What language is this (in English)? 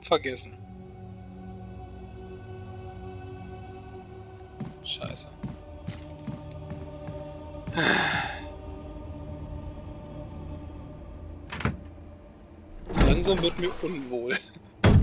German